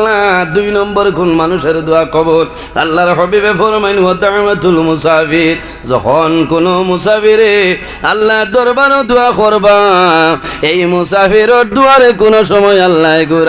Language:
Sylheti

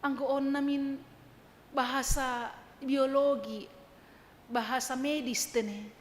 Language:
Batak Simalungun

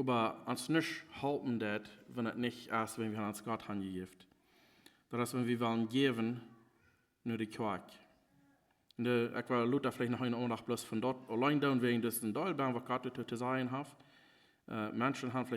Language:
Plautdietsch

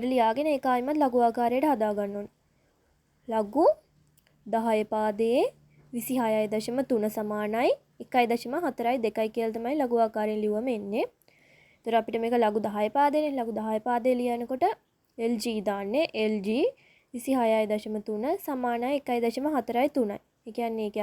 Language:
Sinhala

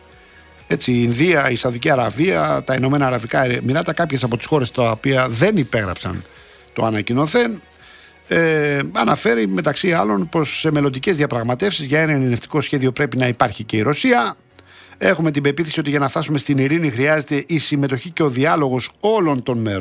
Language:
Greek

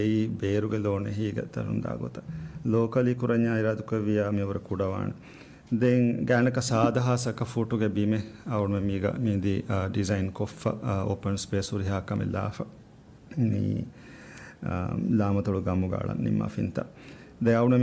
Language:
Divehi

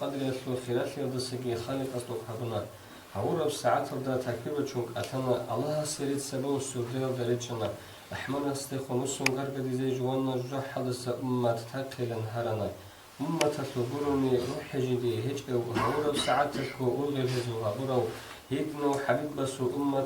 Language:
Avaric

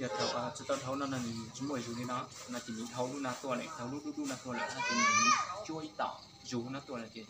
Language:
Hmong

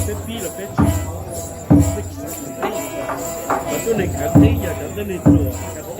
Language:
Hmong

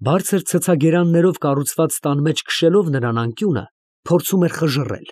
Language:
Armenian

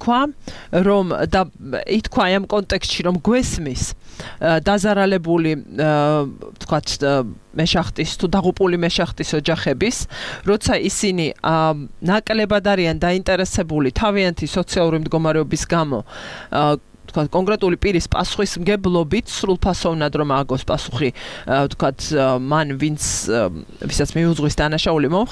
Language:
Georgian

